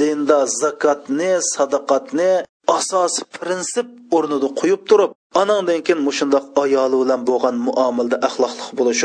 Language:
Uyghur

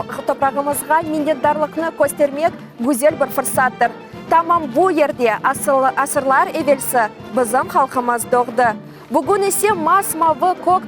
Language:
Crimean Tatar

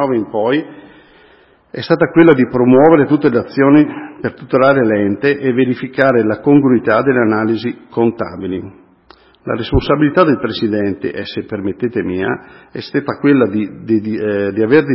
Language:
Italian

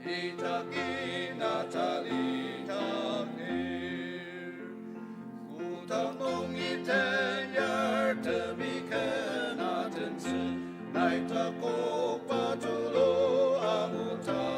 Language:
Ao Naga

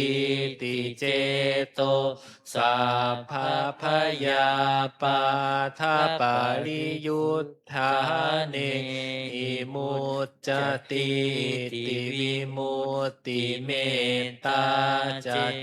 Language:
Pali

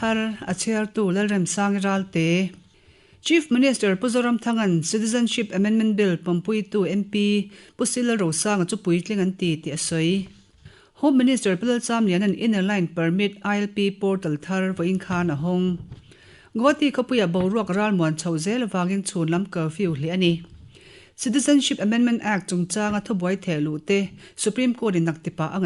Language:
Mizo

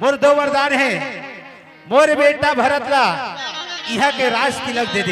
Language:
Chhattisgarhi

